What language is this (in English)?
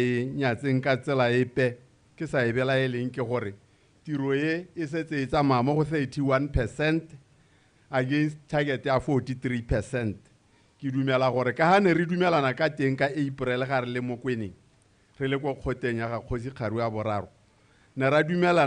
Tswana